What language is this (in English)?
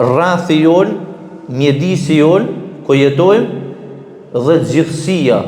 Albanian